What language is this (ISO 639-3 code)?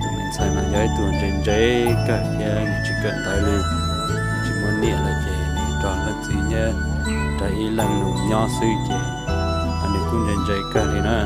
hmn